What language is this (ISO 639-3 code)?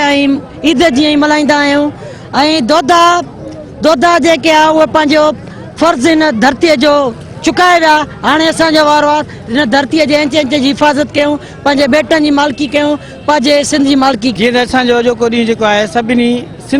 snd